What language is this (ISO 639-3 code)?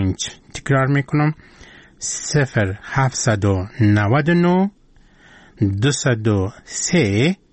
fas